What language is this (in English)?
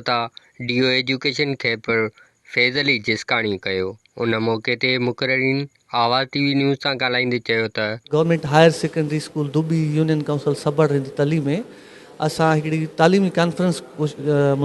Sindhi